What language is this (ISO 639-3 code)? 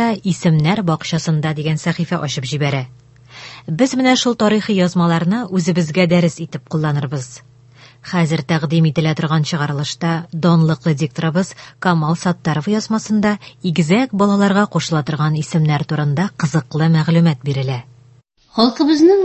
tat